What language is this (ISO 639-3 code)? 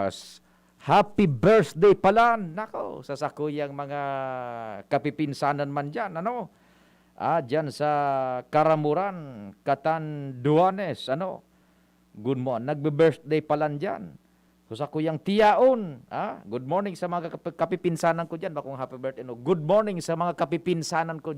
bik